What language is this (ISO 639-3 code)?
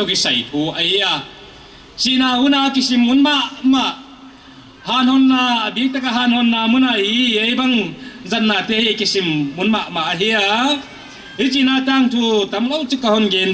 pck